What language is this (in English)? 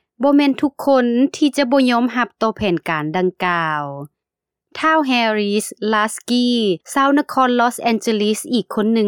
Lao